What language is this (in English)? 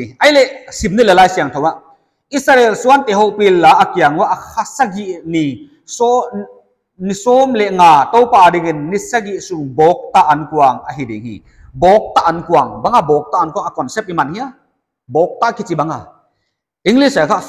Paite Chin